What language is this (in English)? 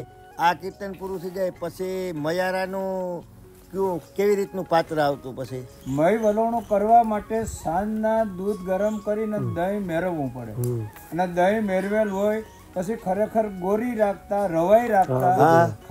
Gujarati